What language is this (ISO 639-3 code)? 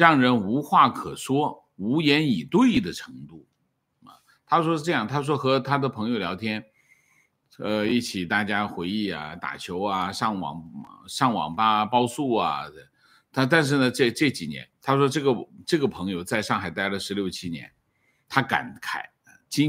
zho